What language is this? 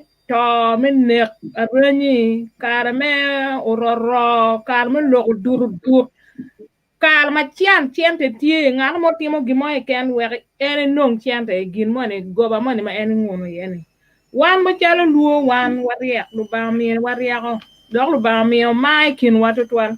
Acoli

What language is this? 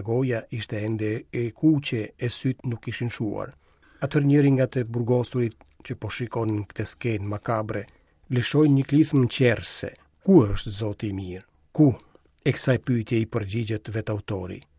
Albanian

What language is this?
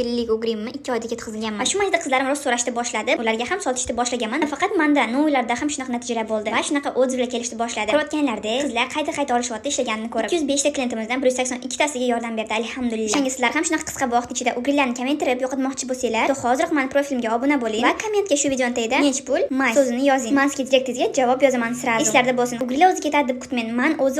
Uzbek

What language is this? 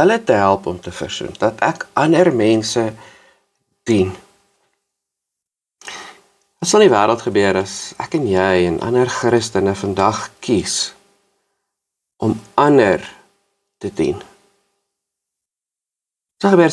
Afrikaans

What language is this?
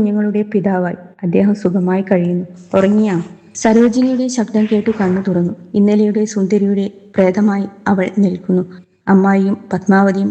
Malayalam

